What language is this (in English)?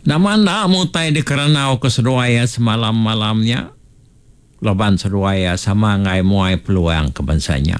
Iban